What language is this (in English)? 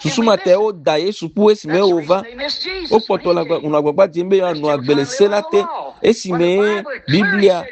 Ewe